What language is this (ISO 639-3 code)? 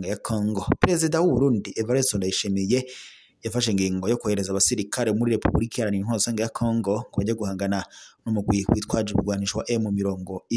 run